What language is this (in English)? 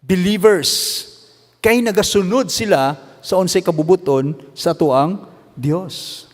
Cebuano